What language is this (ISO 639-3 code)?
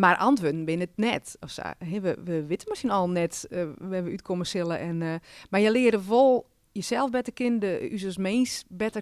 fry